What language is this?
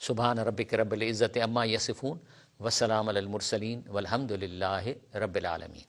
Sindhi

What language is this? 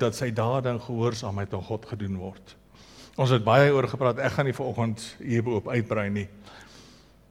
Afrikaans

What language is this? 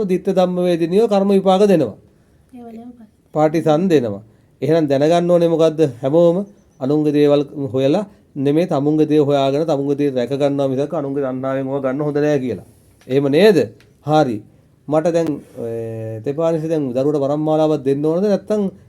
Sinhala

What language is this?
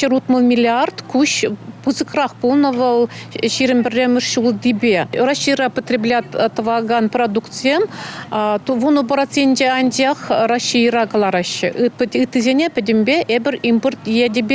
Chuvash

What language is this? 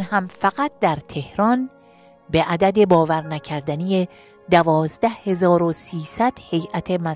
Persian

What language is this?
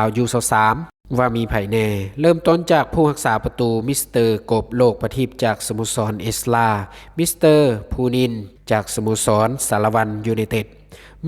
Lao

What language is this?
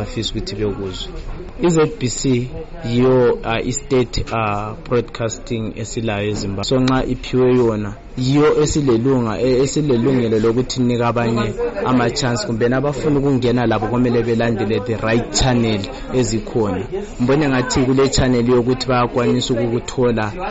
North Ndebele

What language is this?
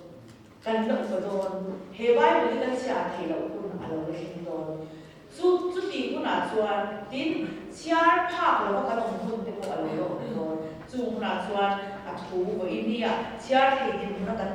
Mizo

